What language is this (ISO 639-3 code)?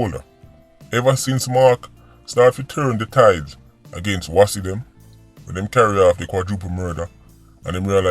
jam